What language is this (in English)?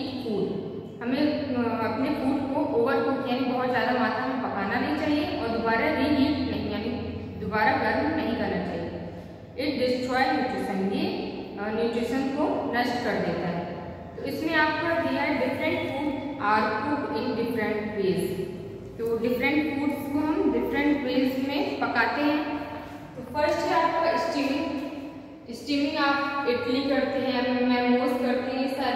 Hindi